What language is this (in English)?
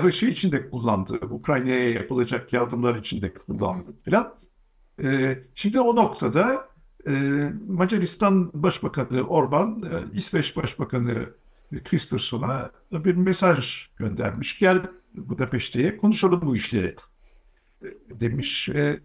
Turkish